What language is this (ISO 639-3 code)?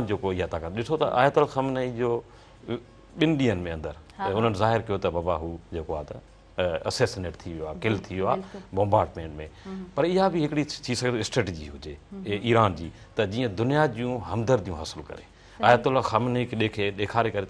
snd